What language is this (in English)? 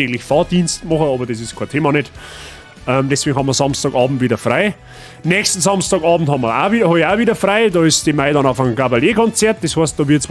Bavarian